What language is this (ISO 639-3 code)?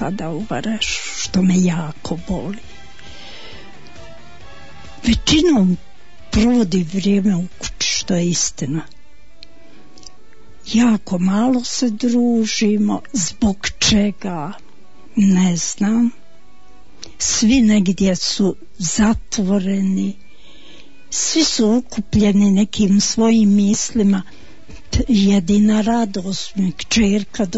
bos